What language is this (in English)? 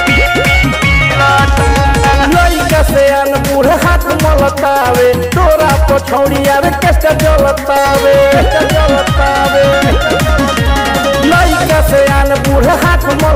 Bhojpuri